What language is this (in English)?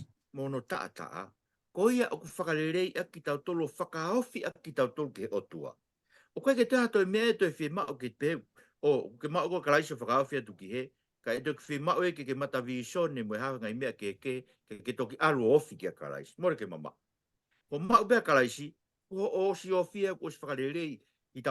Tongan